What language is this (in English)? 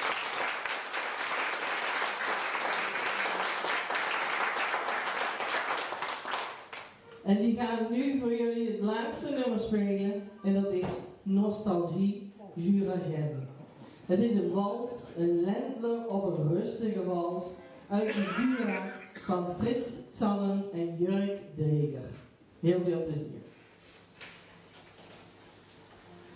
Dutch